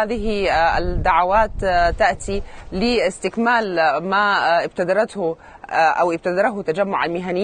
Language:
Sudanese Arabic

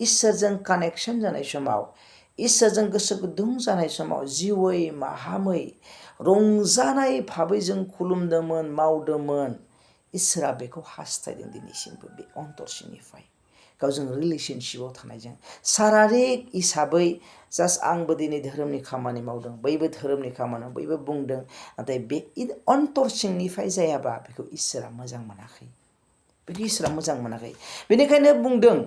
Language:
Bodo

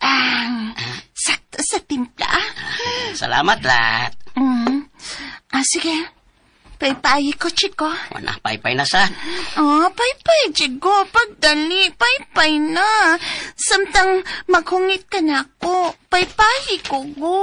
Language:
Cebuano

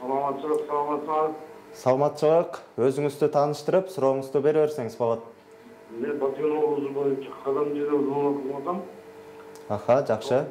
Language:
Kyrgyz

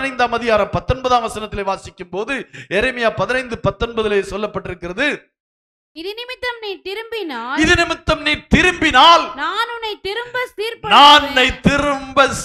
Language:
Tamil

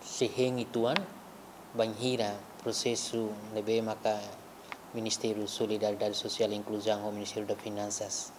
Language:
Tetum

